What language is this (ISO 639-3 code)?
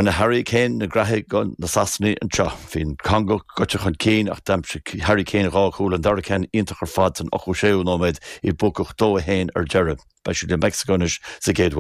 gle